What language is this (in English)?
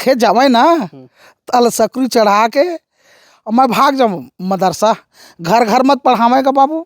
Chhattisgarhi